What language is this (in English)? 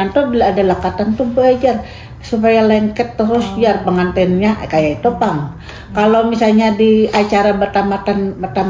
Banjar